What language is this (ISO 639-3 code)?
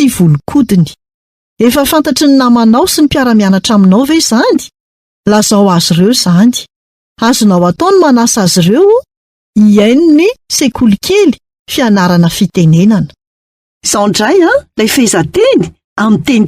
mlg